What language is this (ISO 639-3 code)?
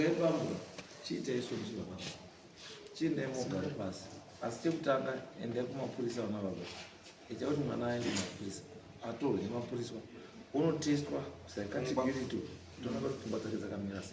sna